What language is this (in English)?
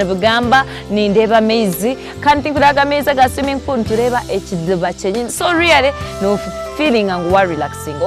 Nyankole